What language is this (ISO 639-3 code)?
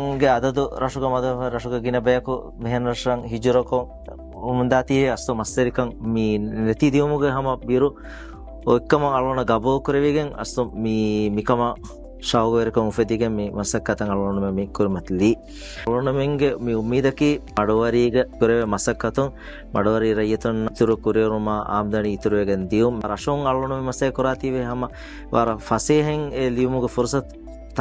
div